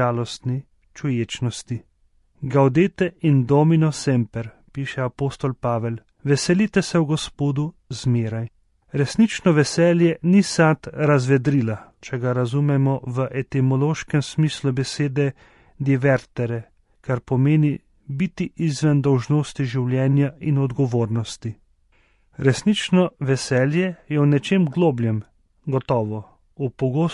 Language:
Slovenian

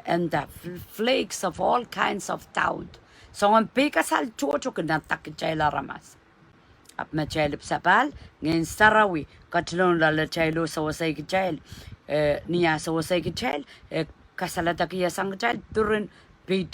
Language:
Pohnpeian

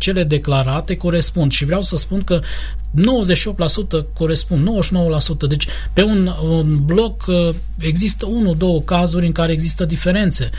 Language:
Romanian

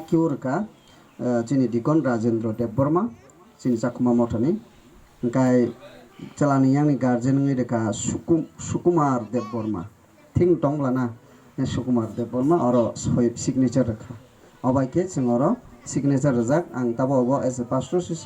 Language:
Kok Borok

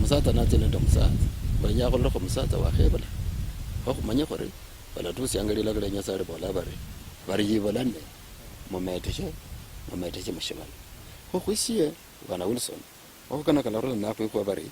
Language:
Luyia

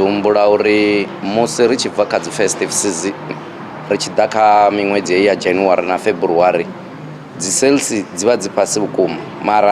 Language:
Venda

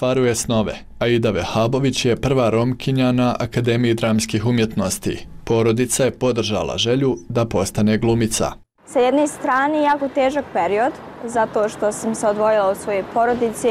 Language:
Bosnian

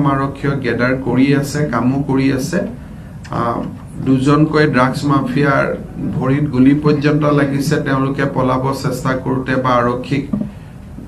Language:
Assamese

